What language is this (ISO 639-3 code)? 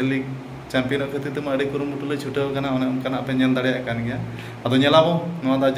sat